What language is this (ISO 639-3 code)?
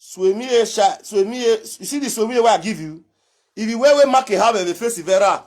pcm